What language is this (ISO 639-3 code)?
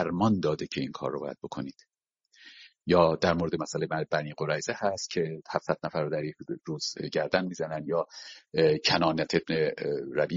fas